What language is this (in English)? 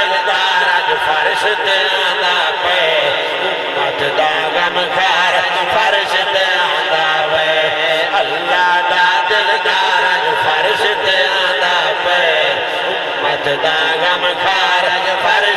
Saraiki